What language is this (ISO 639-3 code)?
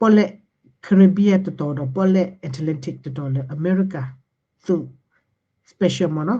ksw